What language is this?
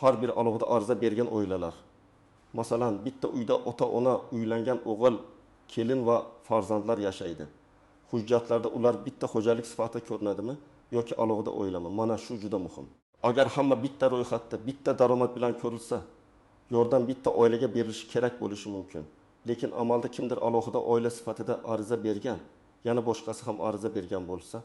Uzbek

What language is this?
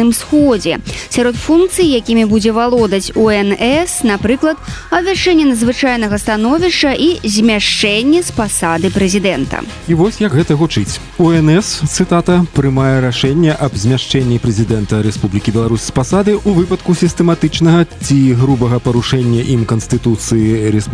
Belarusian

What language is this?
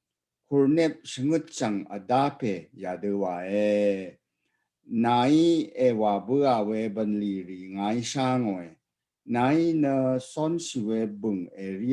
Rawang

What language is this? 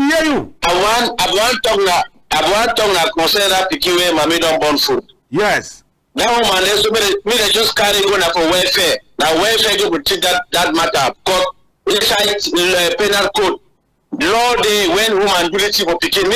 Cameroon Pidgin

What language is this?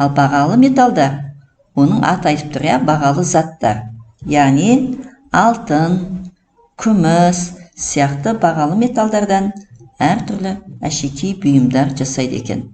Kazakh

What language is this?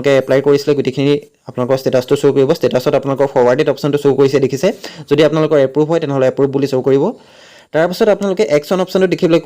Assamese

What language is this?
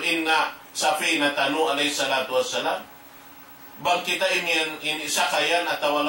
Tausug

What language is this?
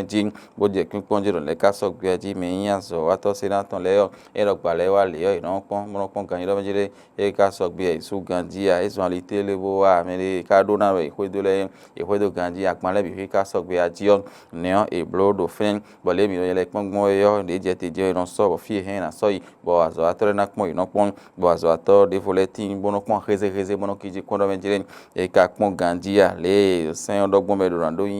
Fon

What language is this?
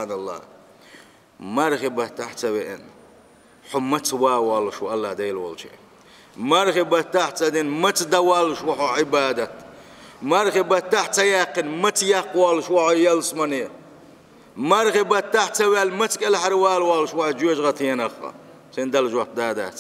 Chechen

